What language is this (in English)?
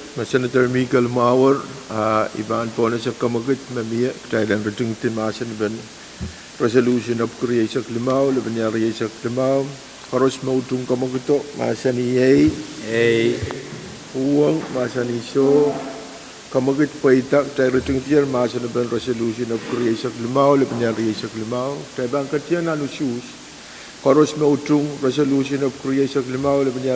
Pohnpeian